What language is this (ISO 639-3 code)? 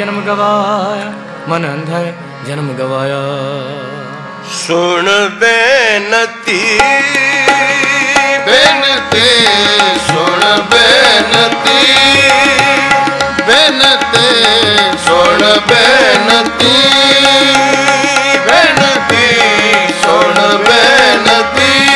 pan